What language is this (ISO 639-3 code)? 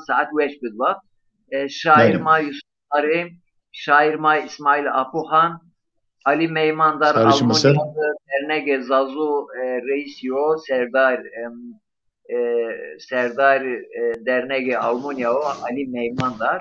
zza